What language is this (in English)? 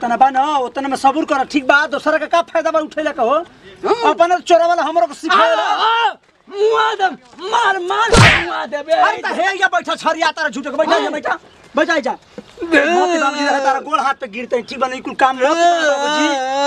Bhojpuri